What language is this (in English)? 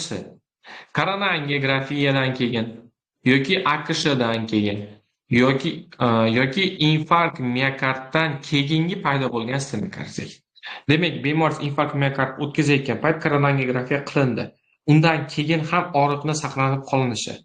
Uzbek